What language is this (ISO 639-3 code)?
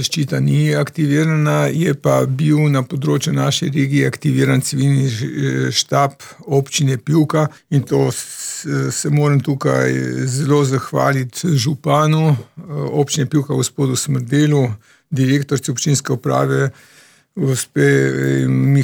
slv